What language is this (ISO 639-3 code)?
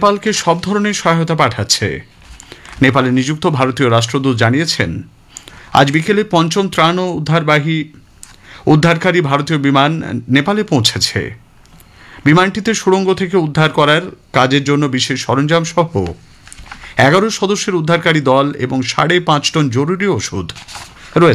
ben